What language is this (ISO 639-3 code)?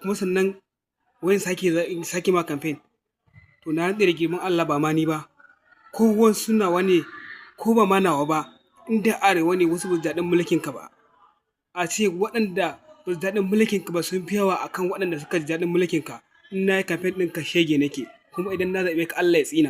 hau